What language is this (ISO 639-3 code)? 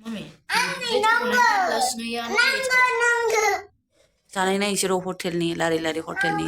brx